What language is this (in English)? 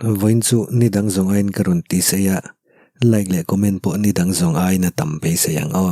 Mizo